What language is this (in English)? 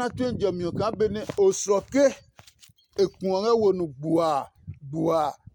Adangme